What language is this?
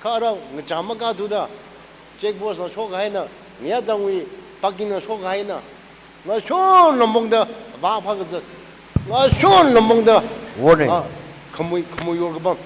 Tangkhul Naga (India)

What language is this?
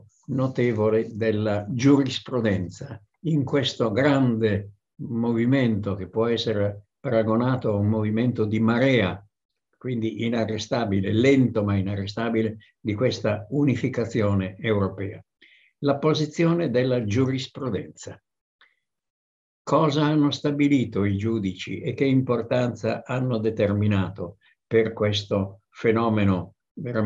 Italian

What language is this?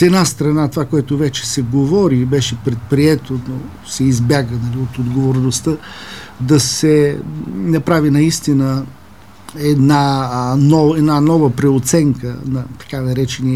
Bulgarian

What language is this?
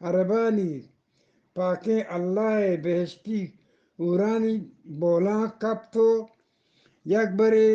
Eastern Balochi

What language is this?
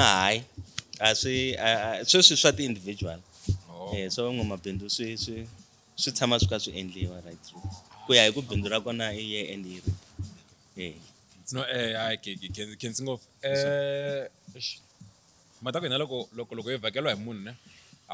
Tsonga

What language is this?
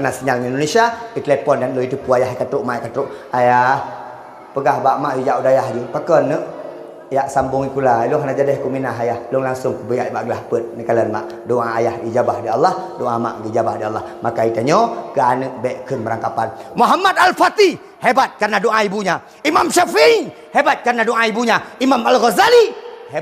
Achinese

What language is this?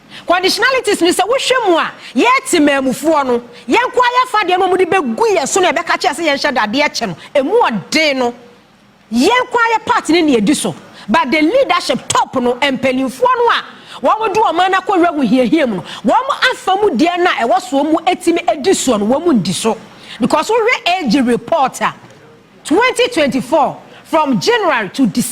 Akan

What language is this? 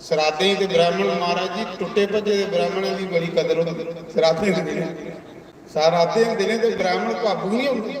Dogri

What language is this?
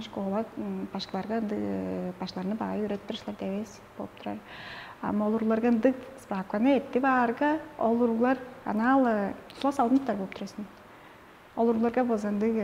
Tuvinian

